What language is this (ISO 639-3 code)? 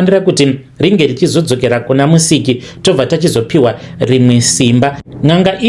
sna